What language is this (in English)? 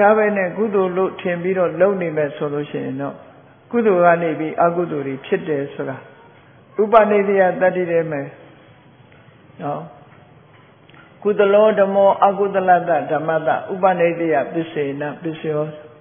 Burmese